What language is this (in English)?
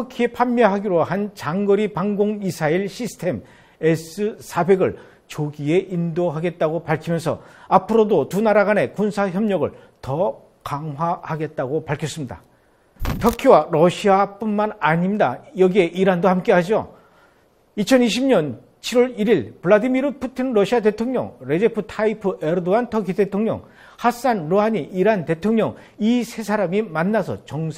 Korean